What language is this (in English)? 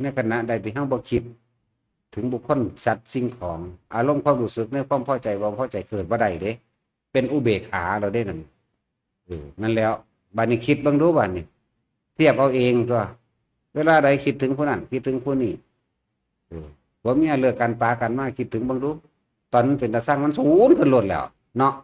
Northeastern Thai